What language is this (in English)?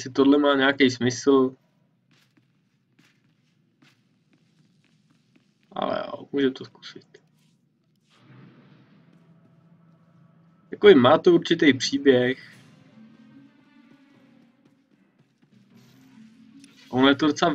Czech